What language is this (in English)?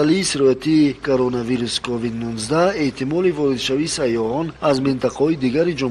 Tajik